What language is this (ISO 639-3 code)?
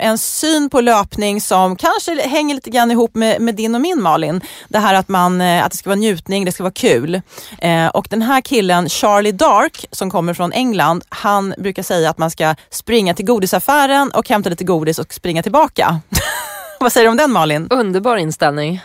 swe